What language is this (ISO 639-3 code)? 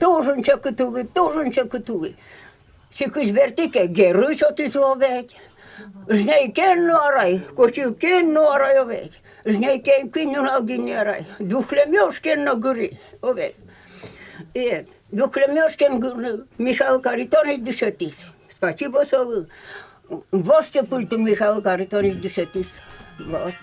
udm